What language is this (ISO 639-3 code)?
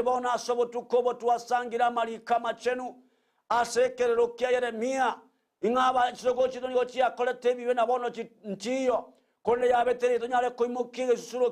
guz